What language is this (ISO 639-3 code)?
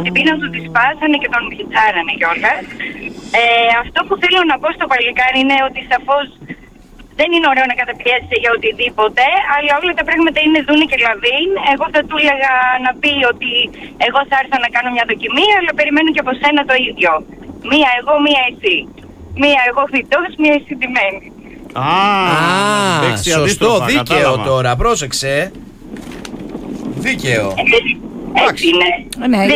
ell